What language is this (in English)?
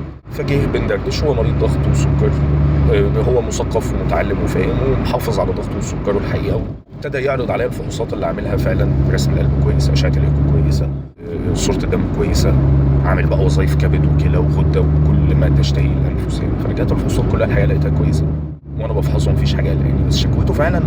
Egyptian Arabic